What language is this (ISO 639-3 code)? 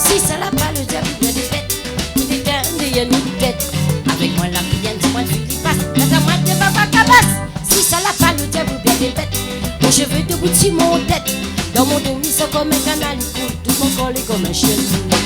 rcf